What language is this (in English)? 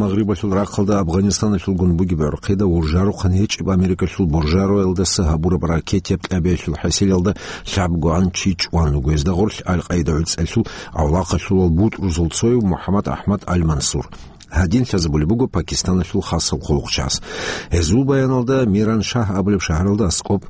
Avaric